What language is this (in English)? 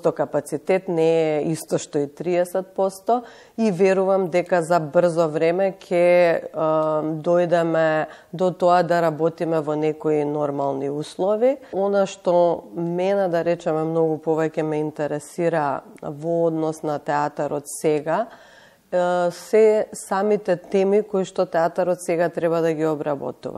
Macedonian